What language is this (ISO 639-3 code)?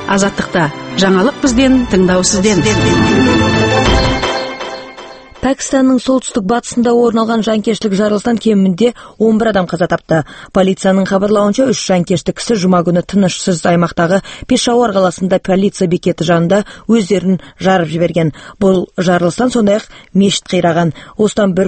kaz